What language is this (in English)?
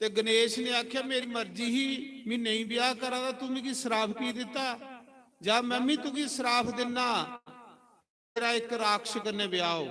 Dogri